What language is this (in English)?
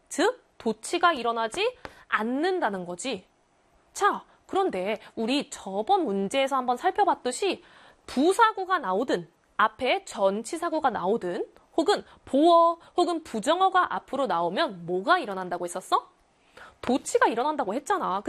Korean